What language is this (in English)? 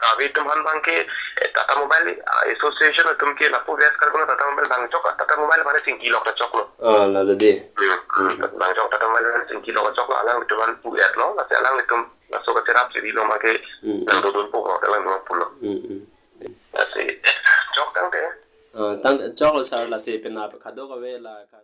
Karbi